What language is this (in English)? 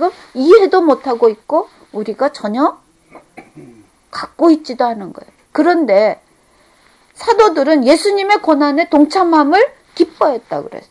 Korean